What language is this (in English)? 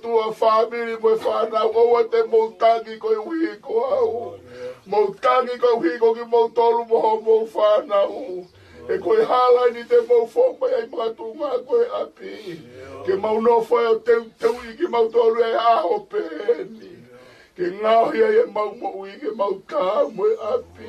Tongan